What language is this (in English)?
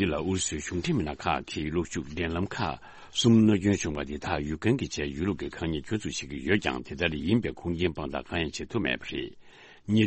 Tibetan